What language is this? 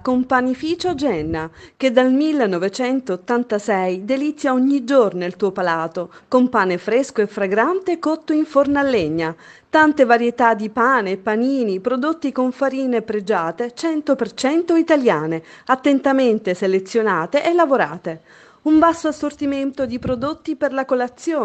Italian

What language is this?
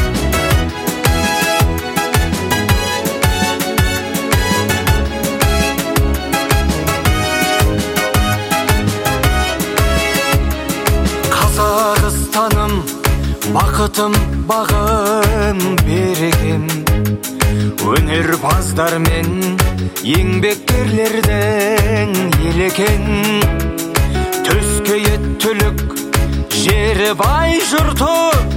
Kazakh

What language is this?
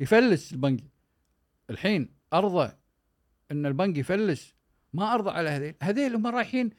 Gulf Arabic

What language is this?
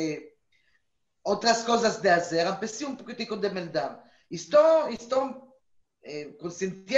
Ladino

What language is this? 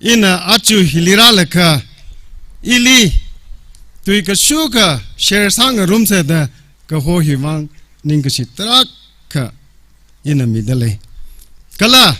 Tangkhul Naga (India)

